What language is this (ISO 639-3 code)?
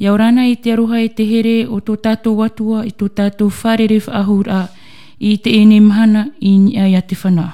tah